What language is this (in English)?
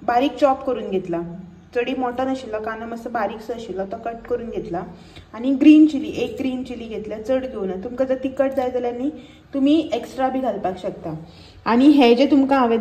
Konkani